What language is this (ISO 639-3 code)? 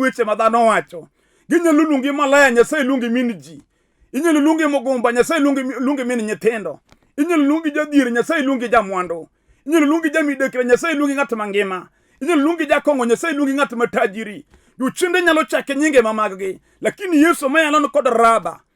luo